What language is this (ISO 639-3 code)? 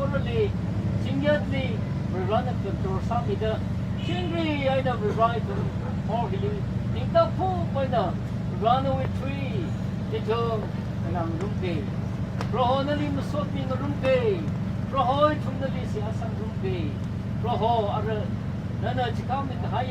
nmf